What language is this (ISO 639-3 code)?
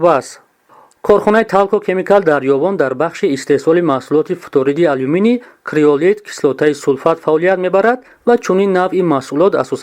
tgk